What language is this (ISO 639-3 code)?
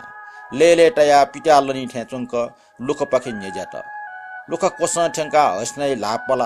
new